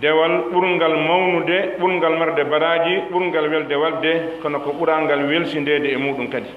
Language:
Pular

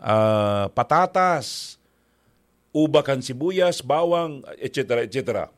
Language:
Bikol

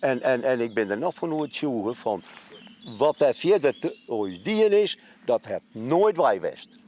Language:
Western Frisian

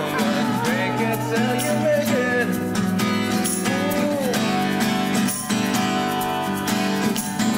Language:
Estonian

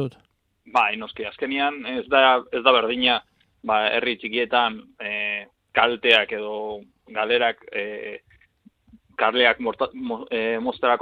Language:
Basque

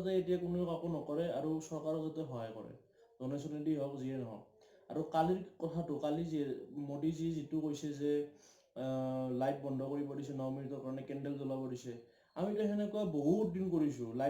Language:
Assamese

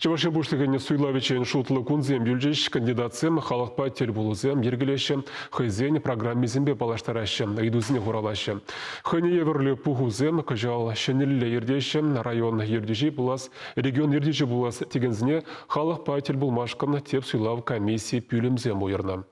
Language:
Chuvash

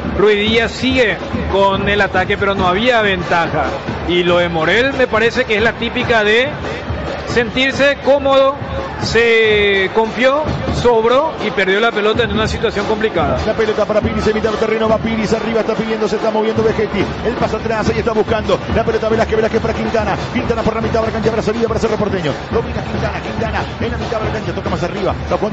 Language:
Spanish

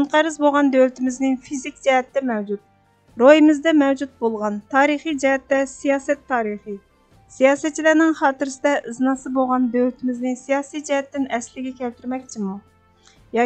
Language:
Uyghur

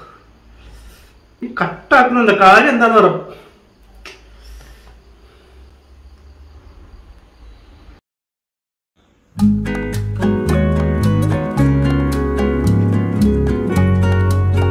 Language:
Malayalam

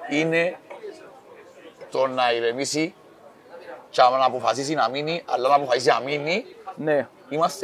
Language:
Greek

